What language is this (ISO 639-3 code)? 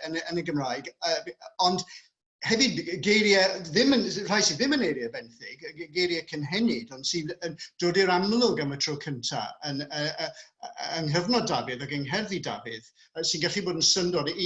cym